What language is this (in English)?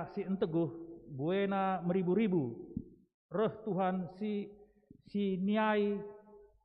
Batak Karo